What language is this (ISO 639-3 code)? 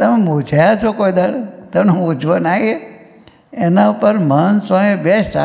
guj